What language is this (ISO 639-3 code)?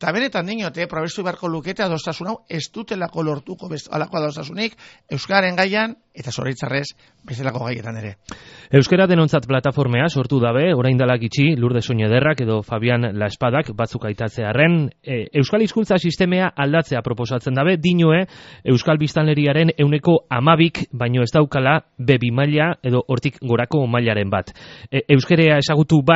eus